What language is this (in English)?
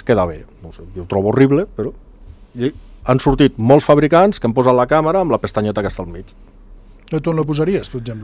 Catalan